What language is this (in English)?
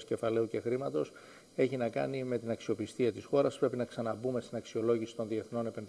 Greek